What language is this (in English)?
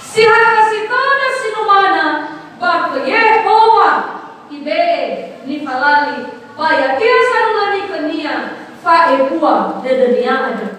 Nias